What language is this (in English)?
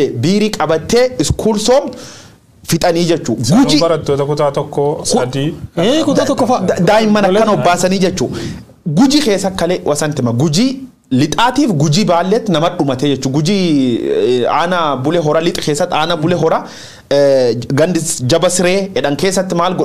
Oromo